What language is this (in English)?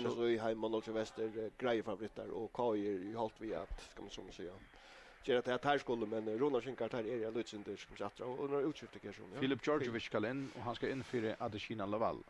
Faroese